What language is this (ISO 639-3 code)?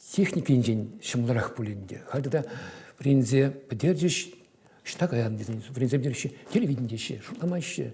chv